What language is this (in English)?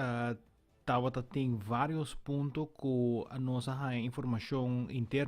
Papiamento